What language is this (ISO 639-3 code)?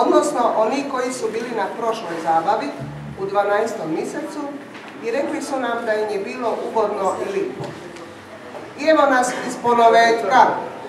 hrv